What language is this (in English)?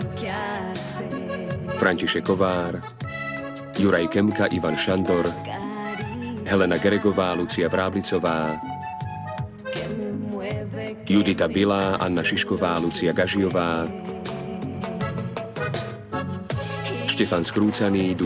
Slovak